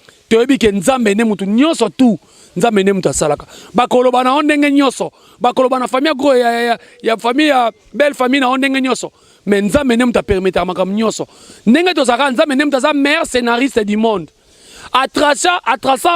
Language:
Lingala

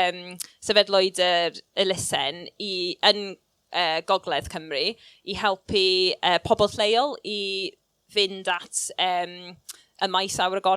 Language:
Welsh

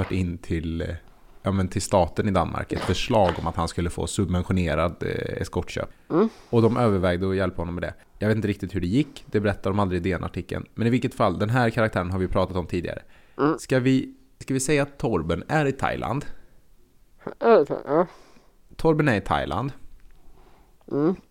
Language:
Swedish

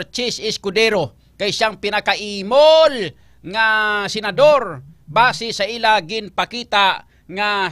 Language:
Hiligaynon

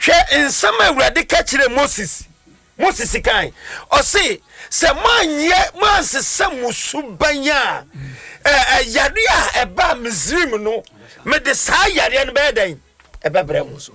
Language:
Akan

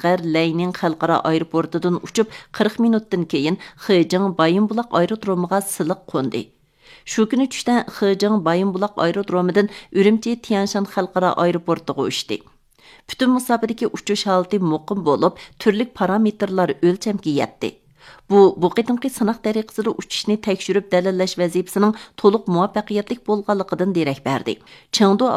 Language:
Uyghur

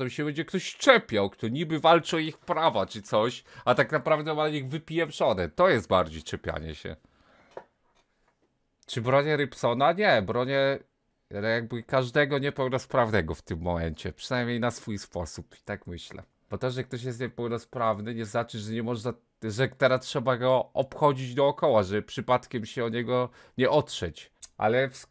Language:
Polish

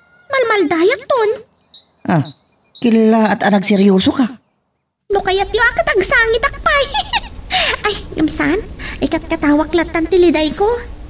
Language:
Iloko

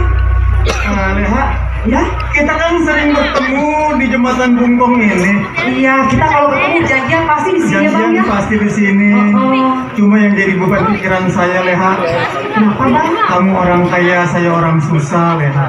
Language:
Betawi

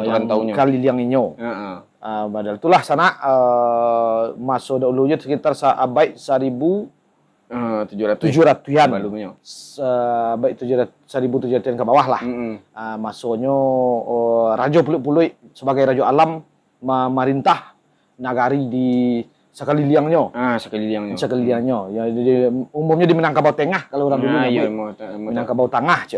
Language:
Minangkabau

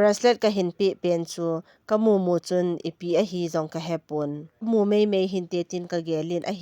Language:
Thado Chin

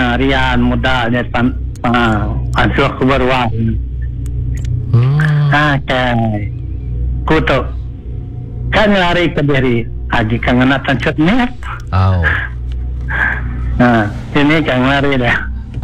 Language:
Malay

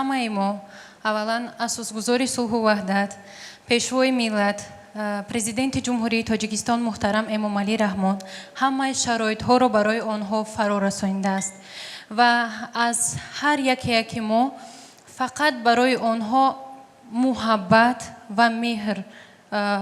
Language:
Tajik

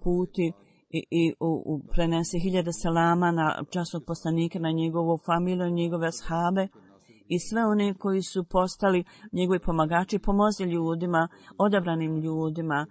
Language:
Bosnian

